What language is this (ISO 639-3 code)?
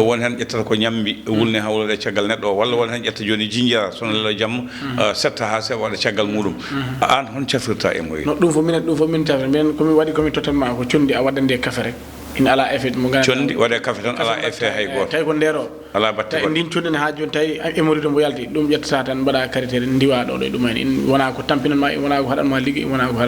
ful